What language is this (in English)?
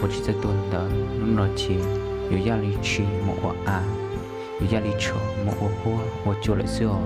Hmong